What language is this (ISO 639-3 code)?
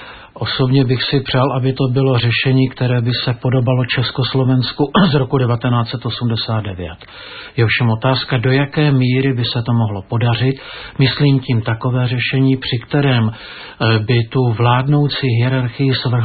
ces